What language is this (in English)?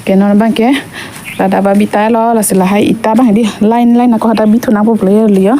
Karbi